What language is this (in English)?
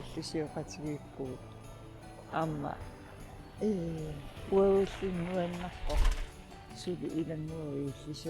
Kalaallisut